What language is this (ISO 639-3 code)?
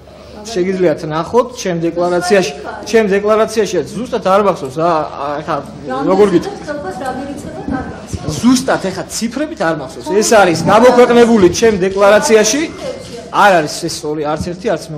kat